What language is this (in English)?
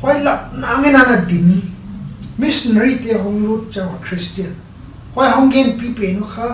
Paite Chin